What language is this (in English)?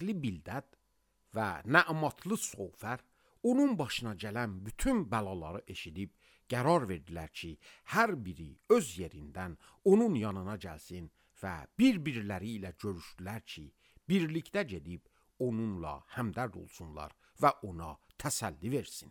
Azerbaijani